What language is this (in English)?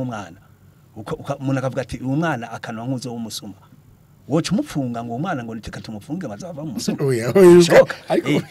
Rundi